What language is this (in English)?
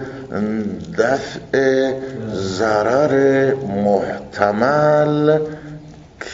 Persian